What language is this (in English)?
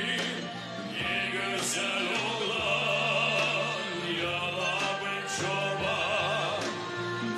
Gagauz